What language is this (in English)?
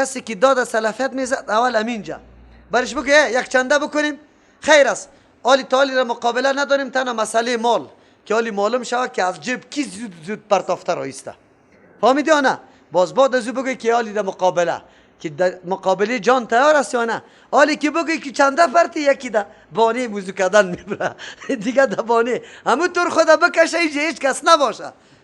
Persian